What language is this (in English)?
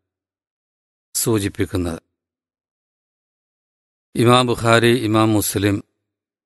Malayalam